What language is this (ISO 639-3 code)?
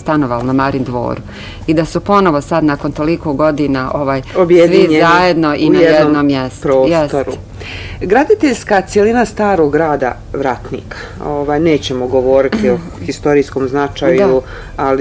bos